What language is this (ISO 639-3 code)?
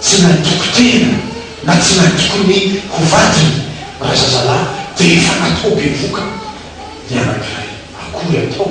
mlg